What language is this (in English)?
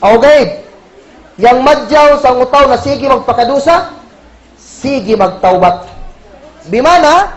Kagan Kalagan